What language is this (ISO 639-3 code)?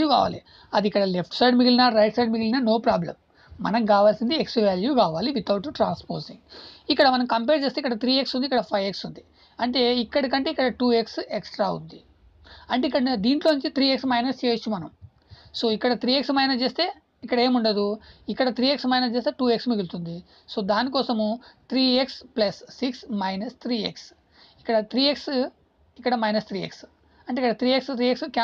tel